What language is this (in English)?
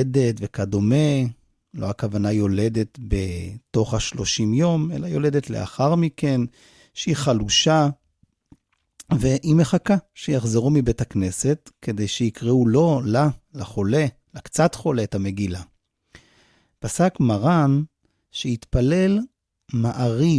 Hebrew